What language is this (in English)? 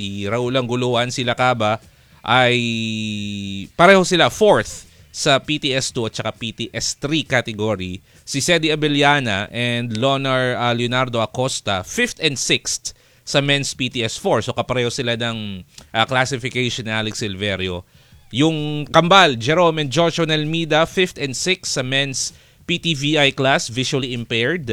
Filipino